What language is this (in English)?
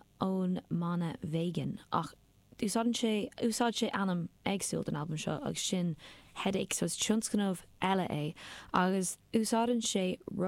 Irish